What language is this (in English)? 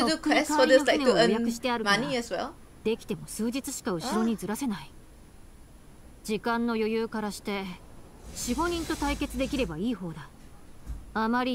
Japanese